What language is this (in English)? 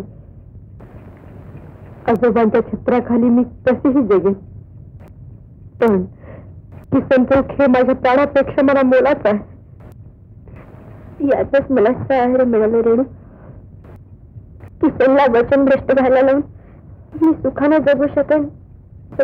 Marathi